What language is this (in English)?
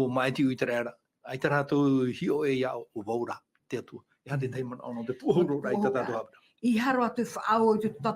Tahitian